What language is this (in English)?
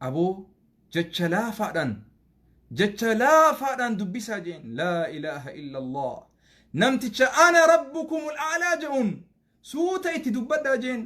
Oromo